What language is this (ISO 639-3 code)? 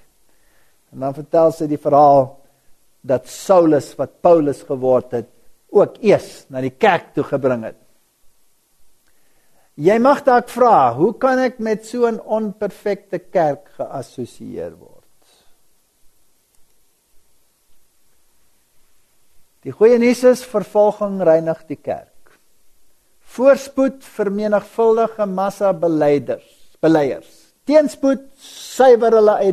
afr